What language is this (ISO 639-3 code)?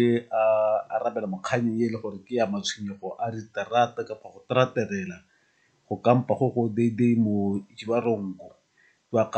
tsn